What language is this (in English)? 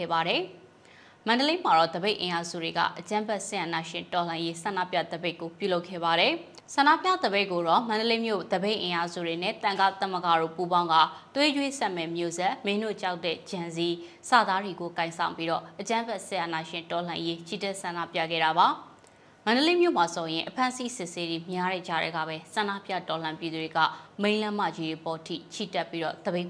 Burmese